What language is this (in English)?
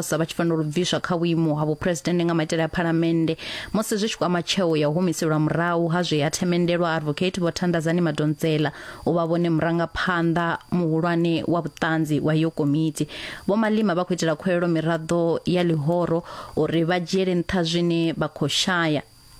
Venda